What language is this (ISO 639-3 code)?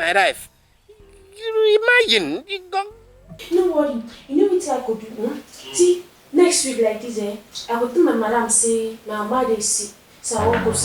pcm